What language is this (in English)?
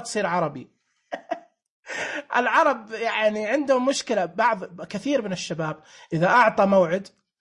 Najdi Arabic